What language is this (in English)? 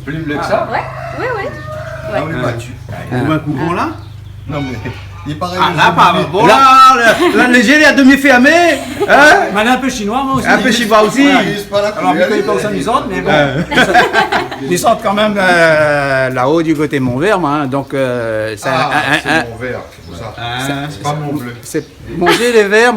Réunion Creole French